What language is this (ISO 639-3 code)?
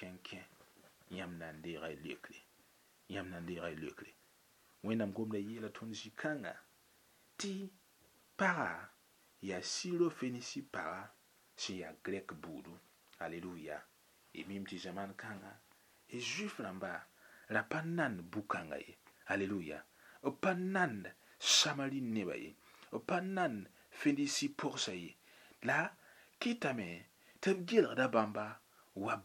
mos